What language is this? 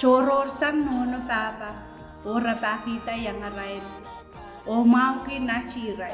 Pohnpeian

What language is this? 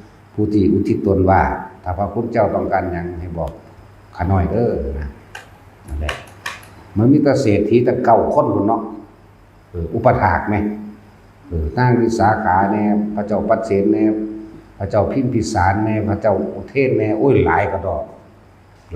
Northeastern Thai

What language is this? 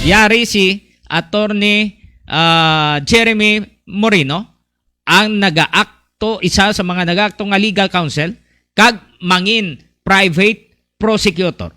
Hiligaynon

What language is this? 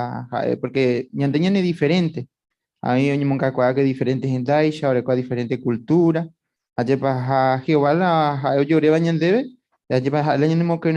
Guarani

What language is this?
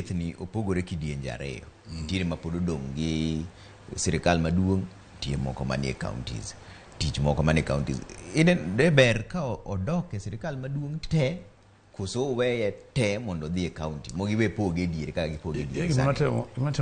Luo (Kenya and Tanzania)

